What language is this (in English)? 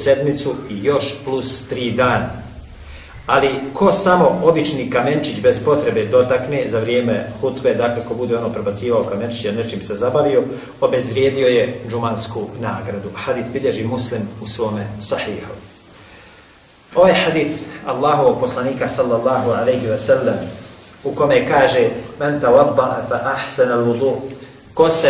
Bosnian